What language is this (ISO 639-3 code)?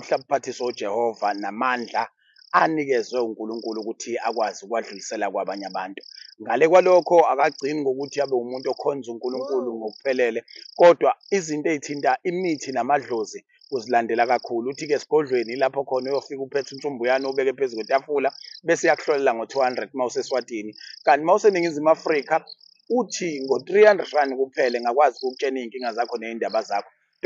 zul